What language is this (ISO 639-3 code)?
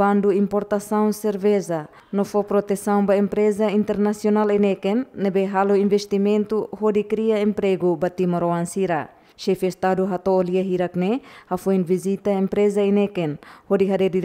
tet